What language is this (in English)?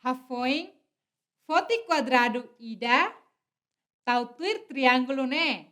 Tetum